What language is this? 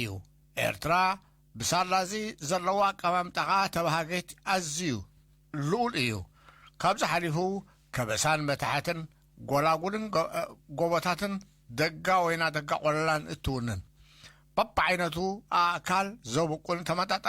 Tigrinya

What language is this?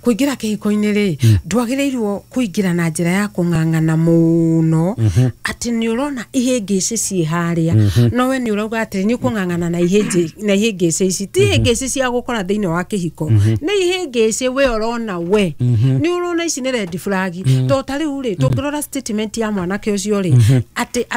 Kikuyu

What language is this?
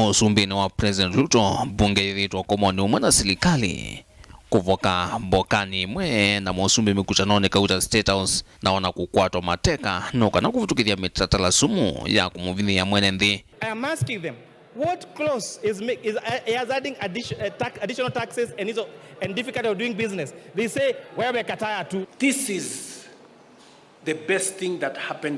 Kamba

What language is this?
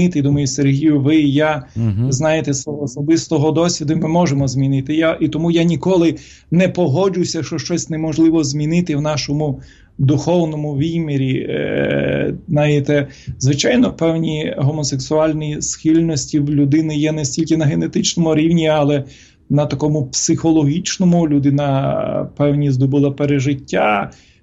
Ukrainian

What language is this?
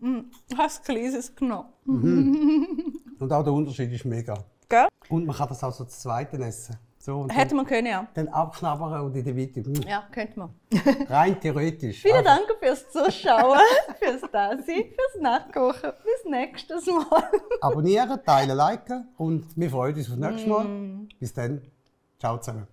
Swiss German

